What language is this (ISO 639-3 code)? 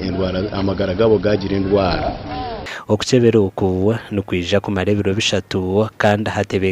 nyn